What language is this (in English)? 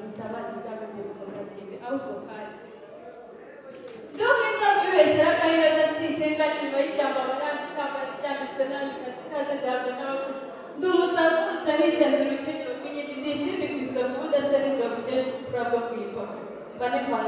Kinyarwanda